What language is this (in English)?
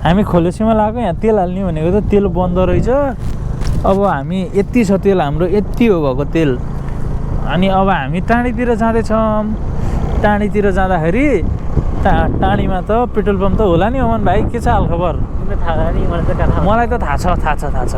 Nepali